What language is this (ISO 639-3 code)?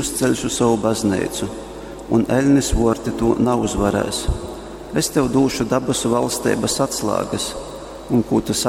ltg